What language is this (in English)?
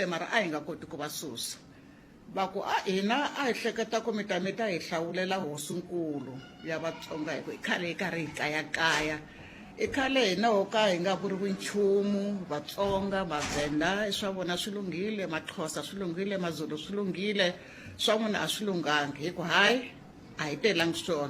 Tsonga